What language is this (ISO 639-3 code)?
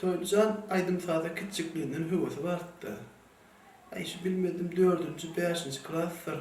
tuk